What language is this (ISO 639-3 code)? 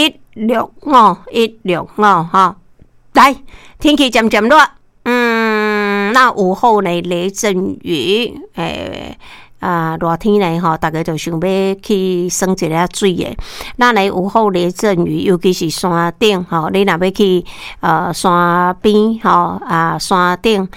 nan